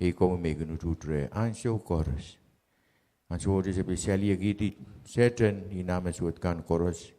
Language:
Pohnpeian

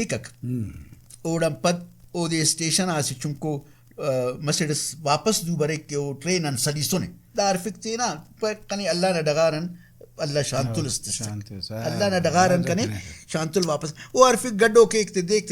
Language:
Brahui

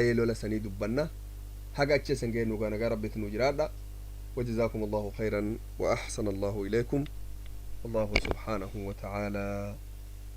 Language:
Oromo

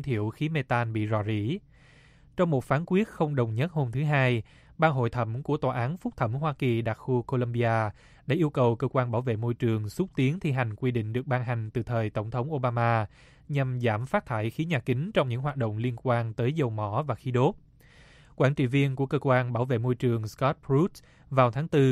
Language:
Vietnamese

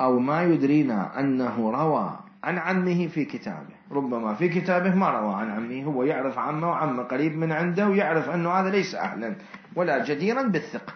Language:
Mesopotamian Arabic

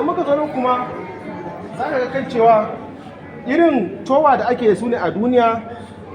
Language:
Hausa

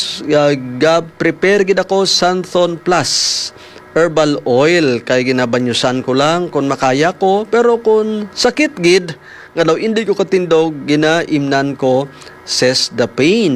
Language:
Hiligaynon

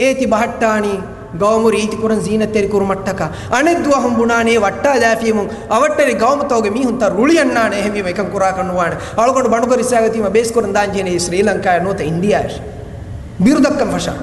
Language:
Divehi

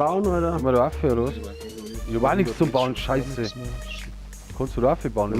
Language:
Bavarian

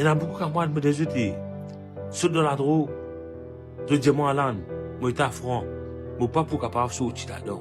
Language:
Morisyen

